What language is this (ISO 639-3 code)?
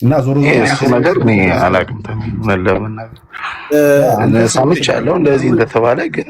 amh